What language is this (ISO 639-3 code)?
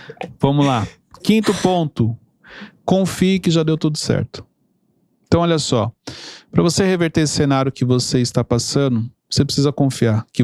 por